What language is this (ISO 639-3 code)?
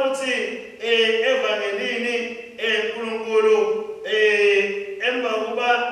ssw